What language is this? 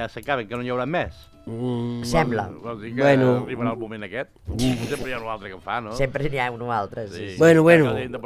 Catalan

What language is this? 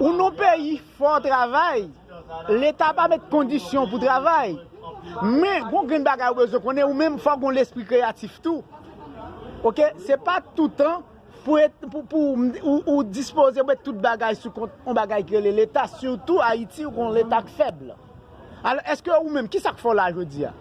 Haitian Creole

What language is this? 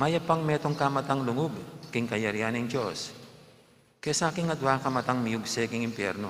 Pampanga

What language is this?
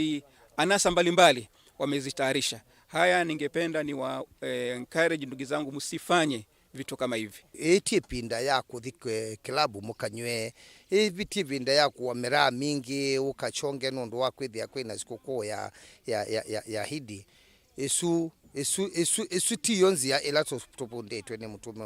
Kamba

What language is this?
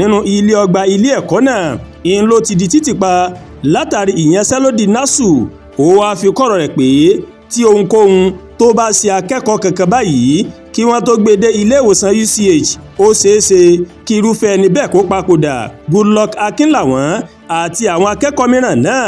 Yoruba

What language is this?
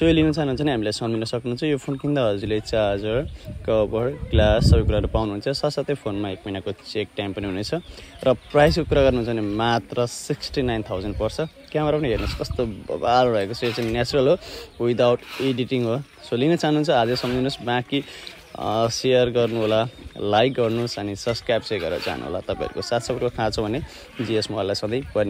Nepali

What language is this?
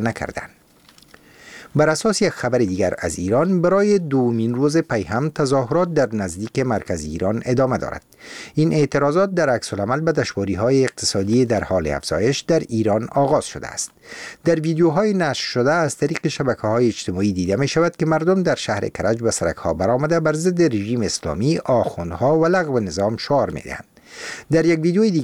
Persian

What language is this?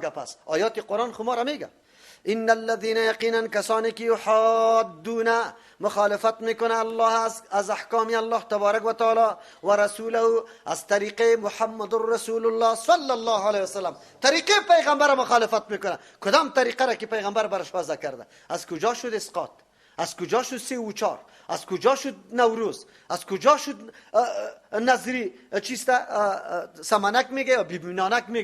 Persian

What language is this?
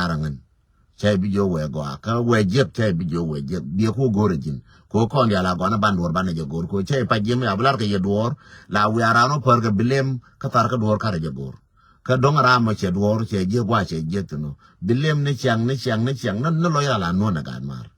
Nuer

